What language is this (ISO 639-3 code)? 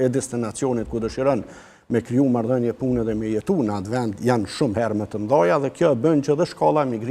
sqi